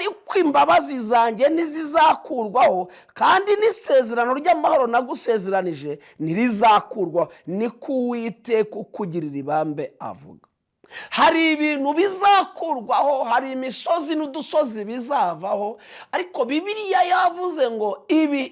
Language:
Kinyarwanda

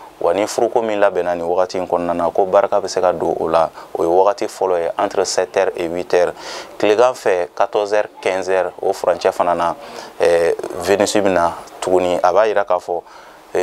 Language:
Bambara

